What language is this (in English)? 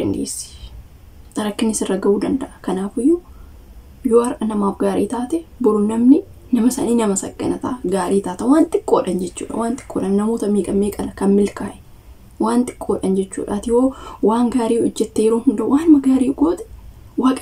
Oromo